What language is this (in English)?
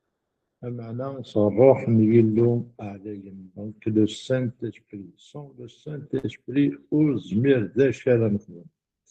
Kabyle